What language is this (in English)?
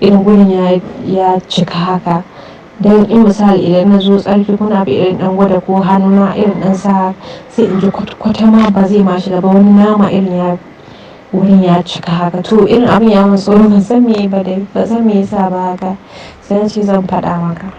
Hausa